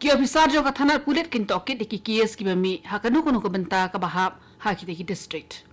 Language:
Khasi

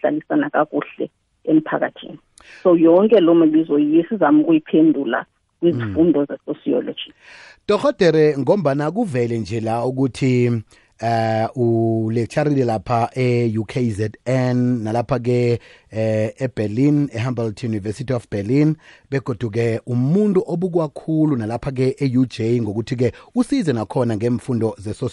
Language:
Xhosa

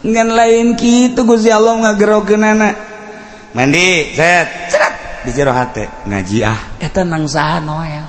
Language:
Sundanese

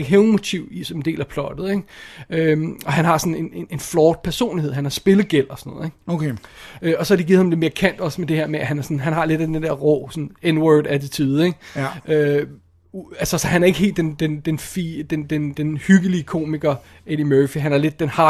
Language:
Danish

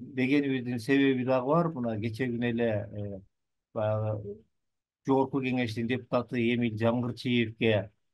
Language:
Kyrgyz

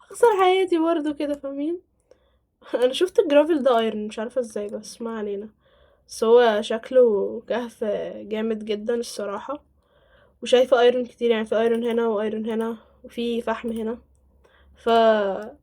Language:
Egyptian Arabic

